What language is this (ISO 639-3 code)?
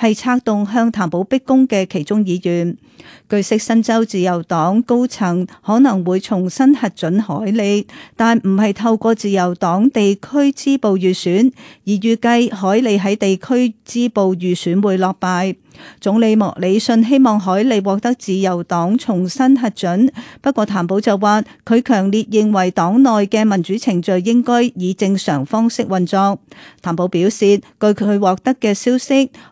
yue